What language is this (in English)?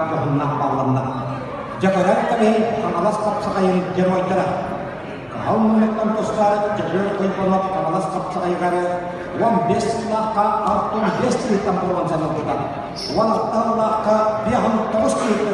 Yakut